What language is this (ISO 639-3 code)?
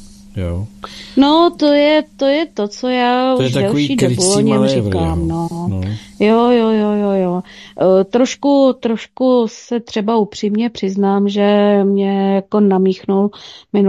ces